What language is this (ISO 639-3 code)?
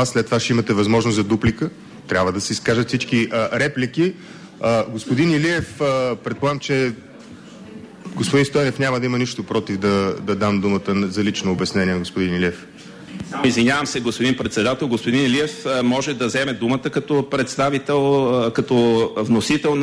bul